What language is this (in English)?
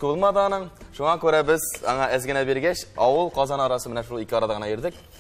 Tatar